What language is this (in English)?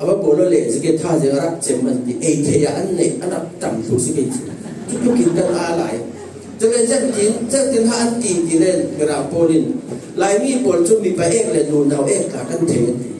Falam Chin